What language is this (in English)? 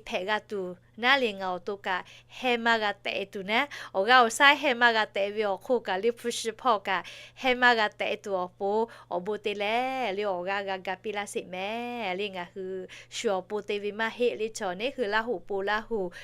Lahu